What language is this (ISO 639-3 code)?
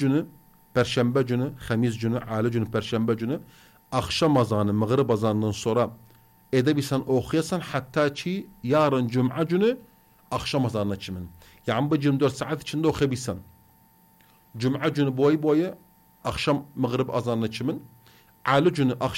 tur